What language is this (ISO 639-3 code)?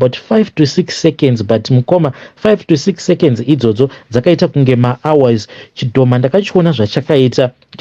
sna